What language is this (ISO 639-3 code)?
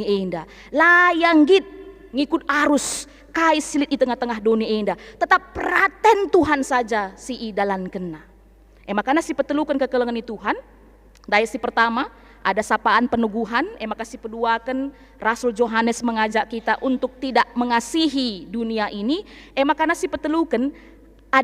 btx